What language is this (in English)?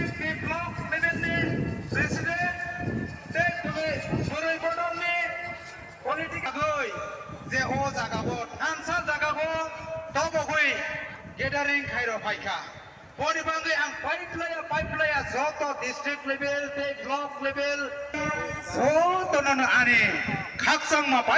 Kok Borok